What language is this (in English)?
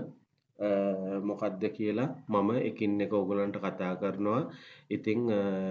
Sinhala